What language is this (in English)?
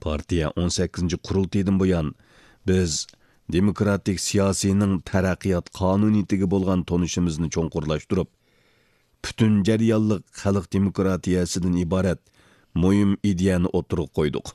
Uyghur